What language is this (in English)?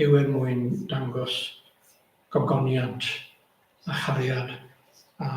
Welsh